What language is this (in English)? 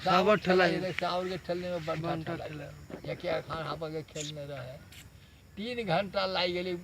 Maithili